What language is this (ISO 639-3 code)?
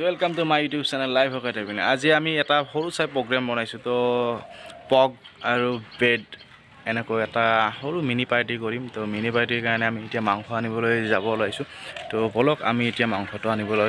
asm